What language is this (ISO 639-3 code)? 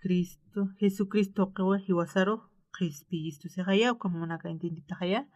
aym